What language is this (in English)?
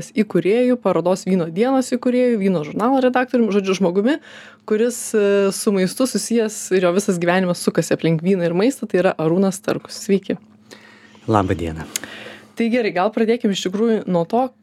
Lithuanian